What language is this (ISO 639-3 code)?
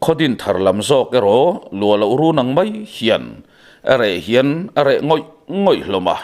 lus